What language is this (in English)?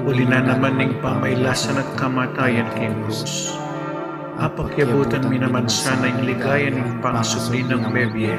Pampanga